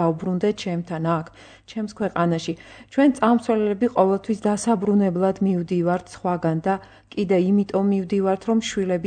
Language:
Georgian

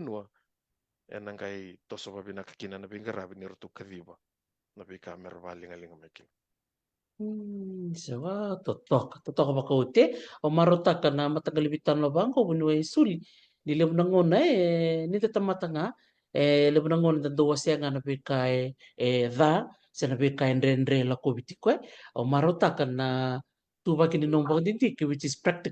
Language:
Fijian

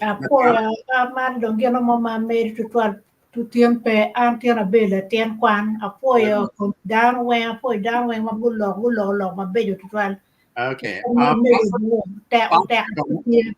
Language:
Acoli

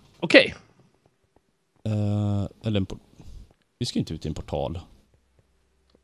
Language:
Swedish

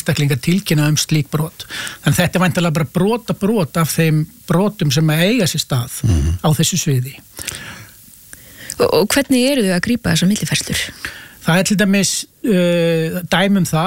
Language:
Icelandic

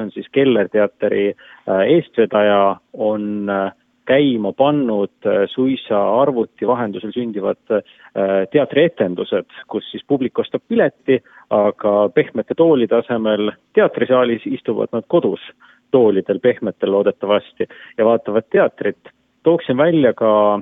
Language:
Estonian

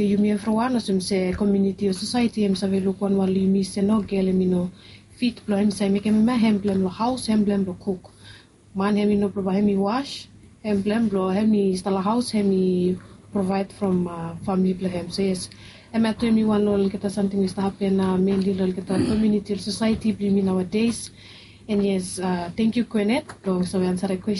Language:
Bislama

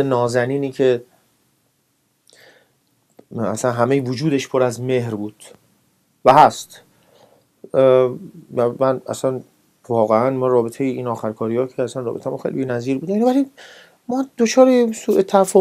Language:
Persian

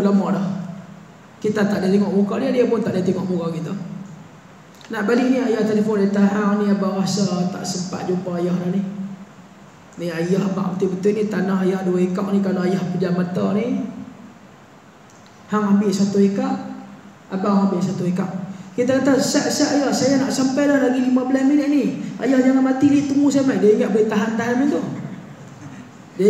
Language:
Malay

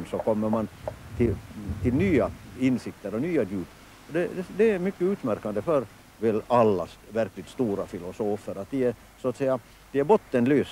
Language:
Swedish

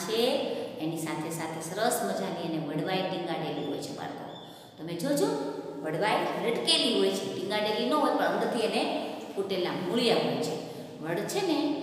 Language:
Gujarati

